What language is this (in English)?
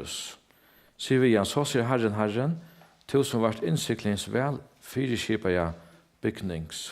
Faroese